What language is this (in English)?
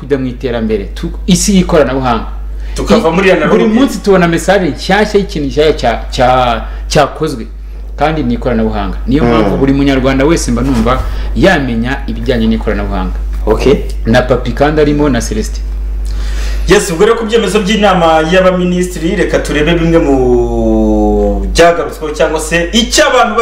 Kinyarwanda